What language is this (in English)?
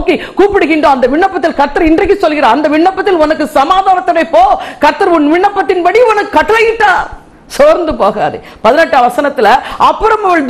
Tamil